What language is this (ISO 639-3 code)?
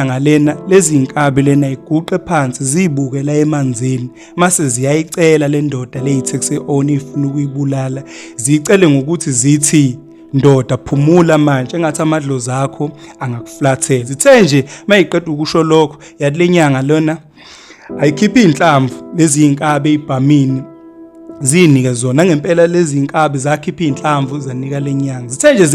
zul